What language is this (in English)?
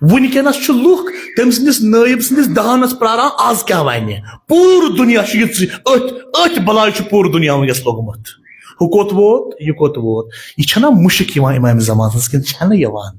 Kashmiri